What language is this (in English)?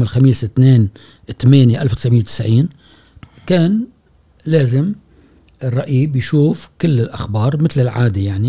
Gulf Arabic